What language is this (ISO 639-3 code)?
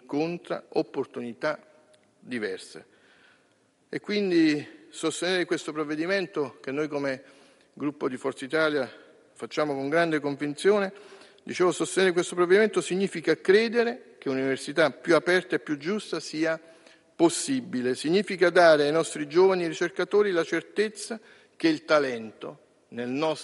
ita